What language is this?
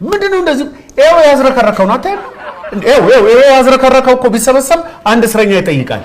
Amharic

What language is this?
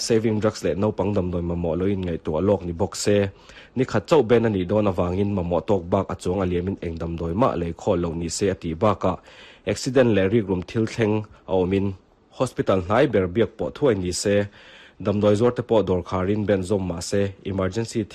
Mizo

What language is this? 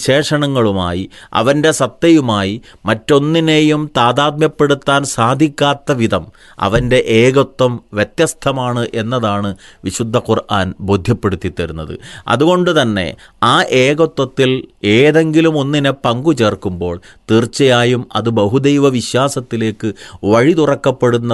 Malayalam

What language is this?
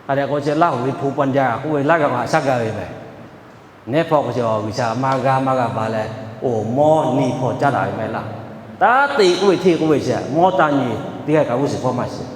Lahu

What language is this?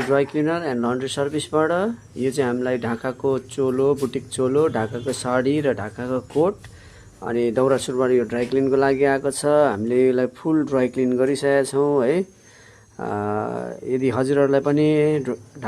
Nepali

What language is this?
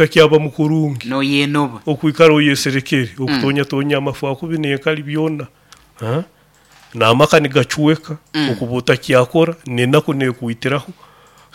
Nyoro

